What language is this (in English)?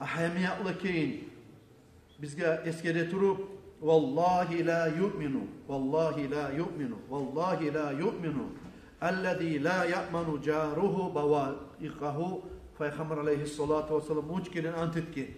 Kumyk